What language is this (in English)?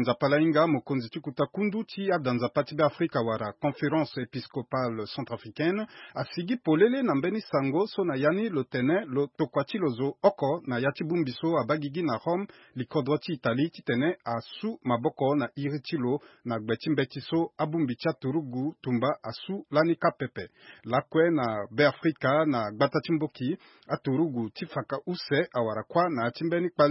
Sango